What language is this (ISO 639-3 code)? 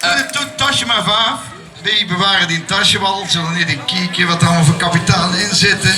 lim